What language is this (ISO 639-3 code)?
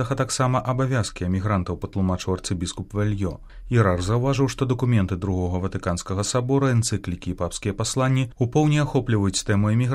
bel